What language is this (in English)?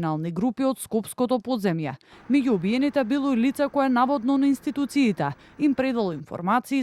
Macedonian